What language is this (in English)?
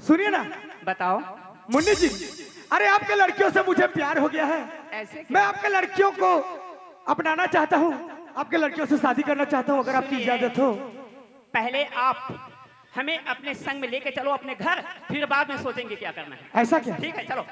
Chhattisgarhi